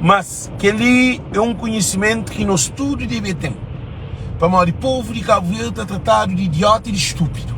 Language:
Kabuverdianu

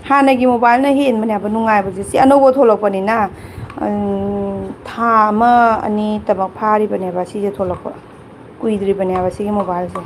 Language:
Manipuri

